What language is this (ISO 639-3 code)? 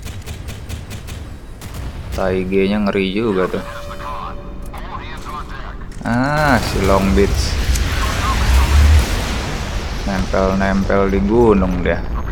ind